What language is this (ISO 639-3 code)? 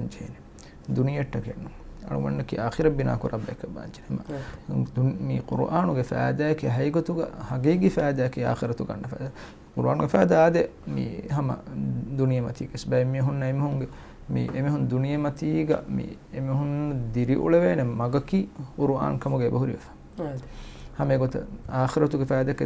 div